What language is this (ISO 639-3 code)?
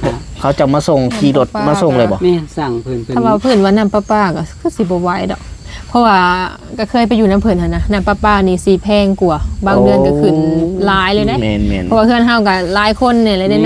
lao